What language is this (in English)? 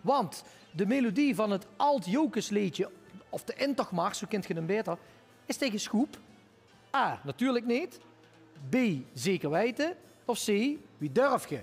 Limburgish